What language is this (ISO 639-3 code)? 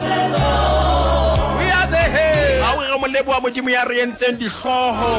sot